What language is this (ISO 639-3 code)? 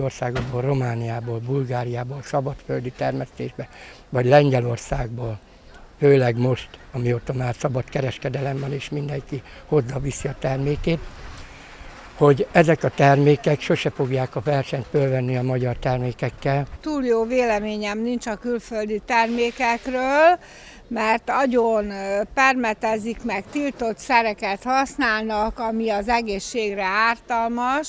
hun